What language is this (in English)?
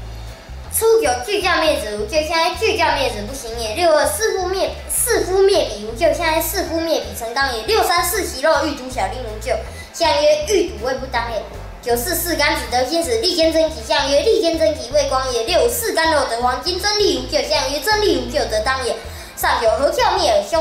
Literary Chinese